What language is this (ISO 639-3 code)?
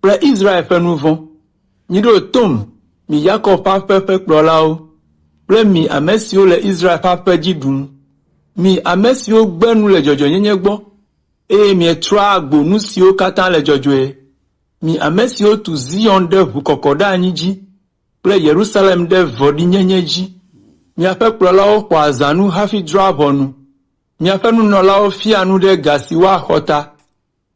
ewe